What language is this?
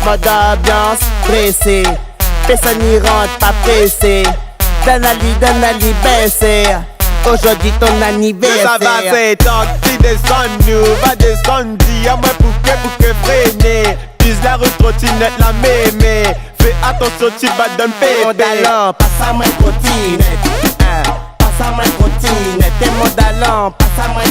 Réunion Creole French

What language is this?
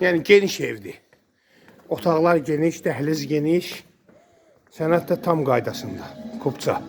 Azerbaijani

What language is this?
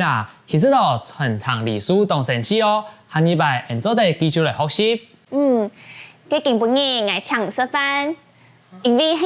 Hakka Chinese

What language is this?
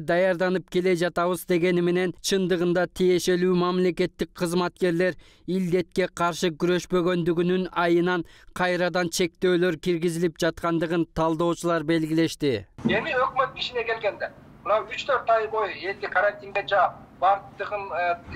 Kyrgyz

